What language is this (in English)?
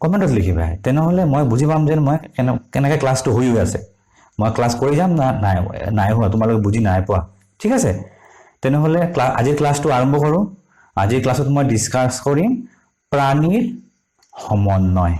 Assamese